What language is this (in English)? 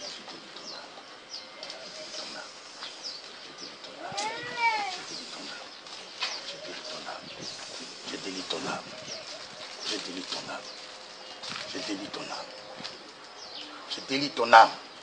French